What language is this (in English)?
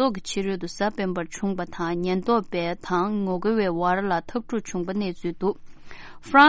Tibetan